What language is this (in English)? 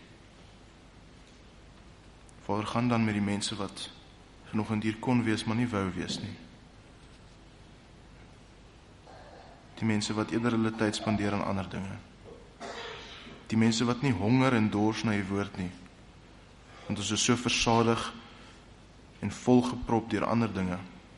Afrikaans